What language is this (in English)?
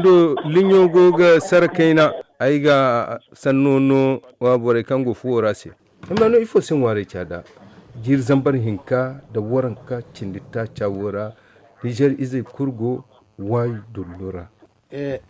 Zarma